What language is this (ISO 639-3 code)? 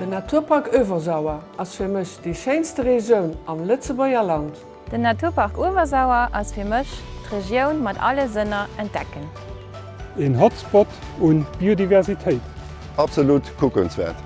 ltz